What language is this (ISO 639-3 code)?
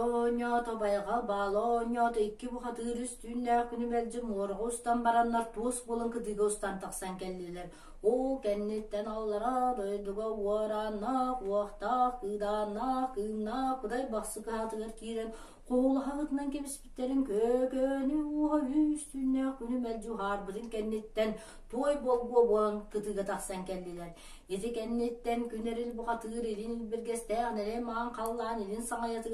sah